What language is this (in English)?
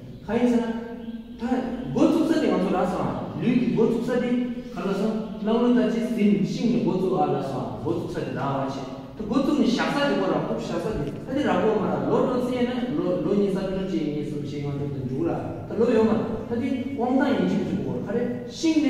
Tibetan